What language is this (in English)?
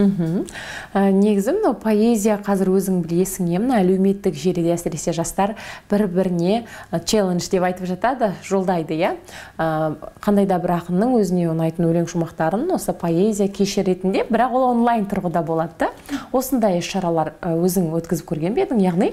Kazakh